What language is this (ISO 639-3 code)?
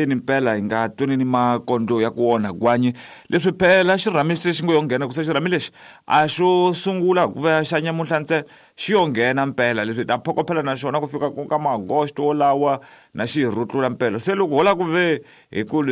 tso